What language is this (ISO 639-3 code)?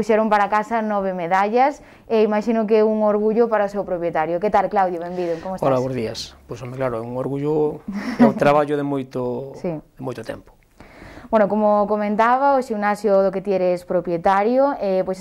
glg